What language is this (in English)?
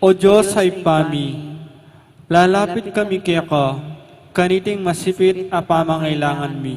Pampanga